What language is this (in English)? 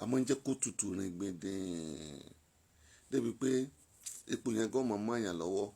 Yoruba